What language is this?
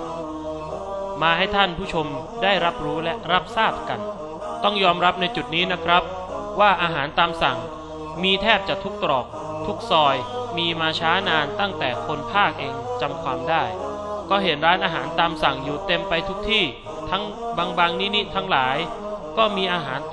Thai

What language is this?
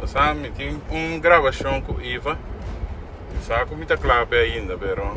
Papiamento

